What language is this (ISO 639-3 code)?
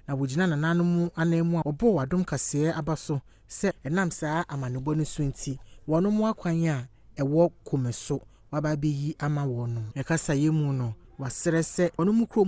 aka